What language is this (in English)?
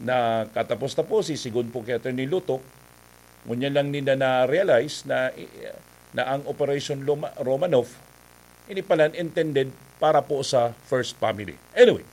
Bikol